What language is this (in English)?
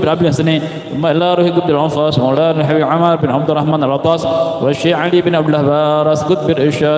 Banjar